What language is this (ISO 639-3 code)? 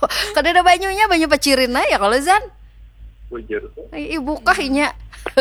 bjn